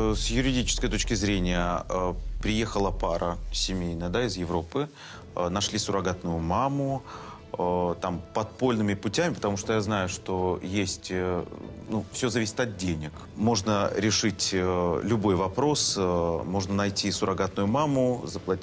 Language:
Russian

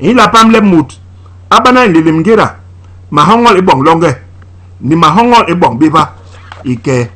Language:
Basaa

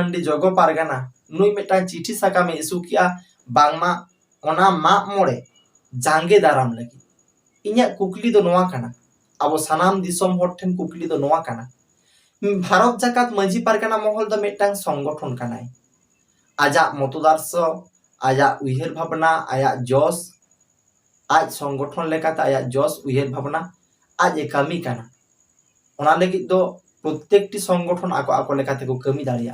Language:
Santali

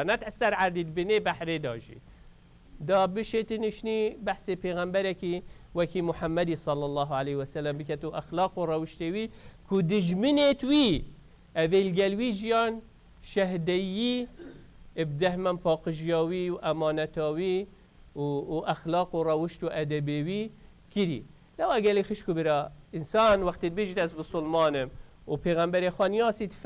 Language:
Kurdish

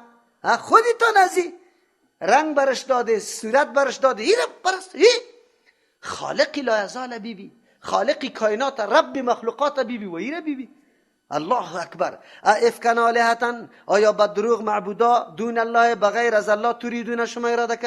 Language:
Persian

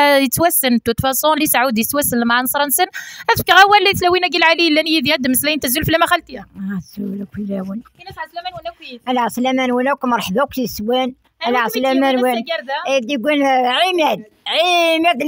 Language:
Kabyle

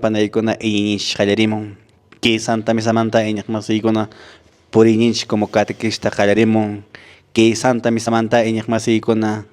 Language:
Quechua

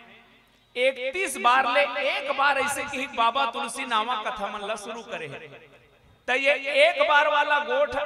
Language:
Chhattisgarhi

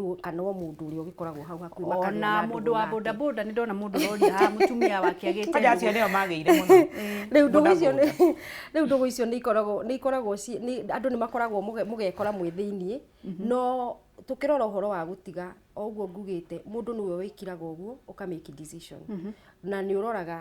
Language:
Kikuyu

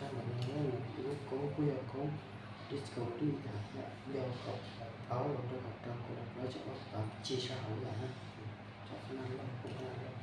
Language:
Hmong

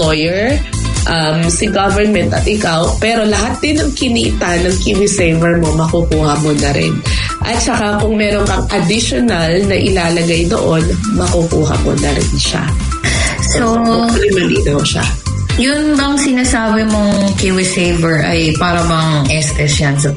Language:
Filipino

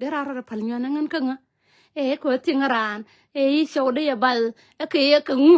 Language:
Nuer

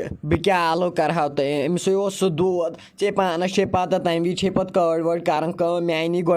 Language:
Kashmiri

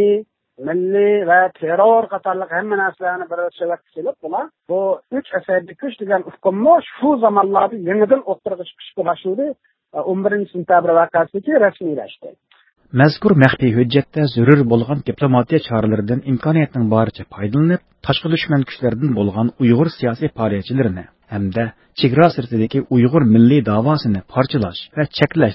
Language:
Uyghur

